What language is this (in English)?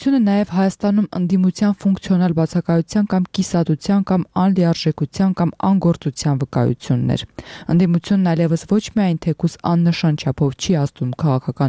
Armenian